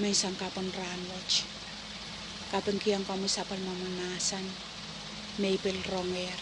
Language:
Pohnpeian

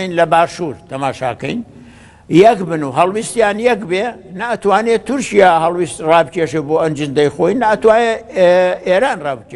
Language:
Central Kurdish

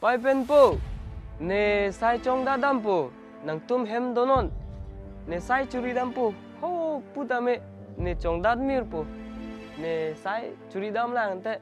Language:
Karbi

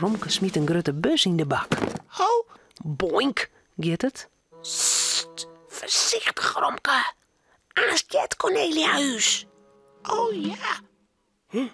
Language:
Western Frisian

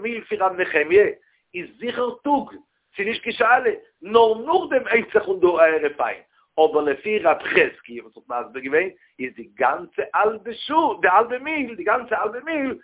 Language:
Yiddish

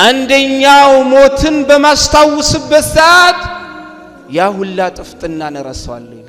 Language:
Amharic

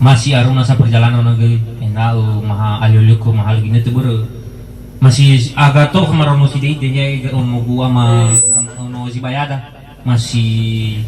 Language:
Nias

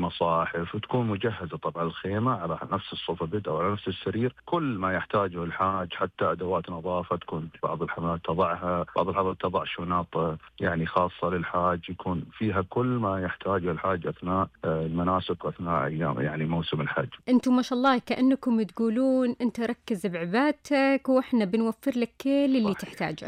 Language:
Najdi Arabic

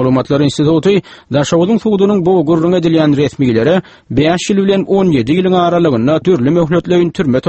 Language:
Turkmen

